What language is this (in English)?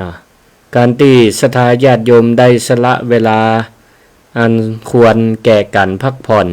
Northern Thai